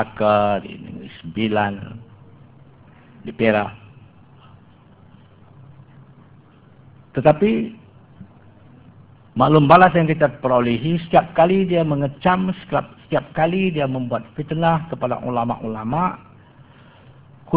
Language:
Malay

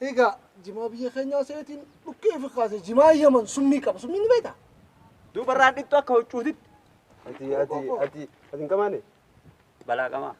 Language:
Oromo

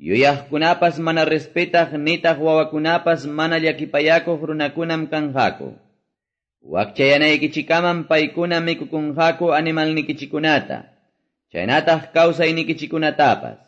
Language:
Quechua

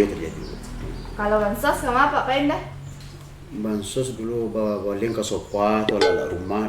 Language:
Minangkabau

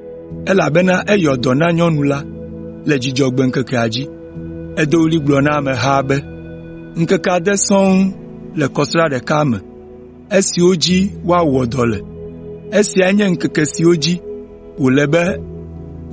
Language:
Ewe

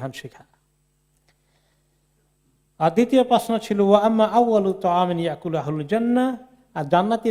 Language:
Bangla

